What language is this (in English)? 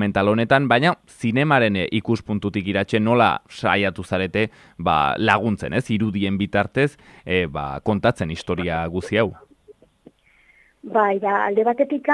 Basque